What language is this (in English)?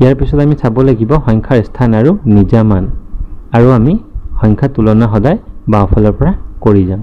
Assamese